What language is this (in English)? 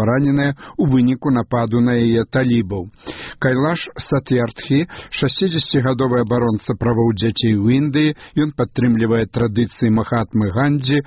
Belarusian